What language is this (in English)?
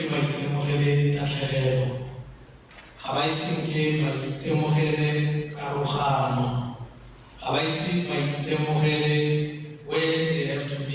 Tswana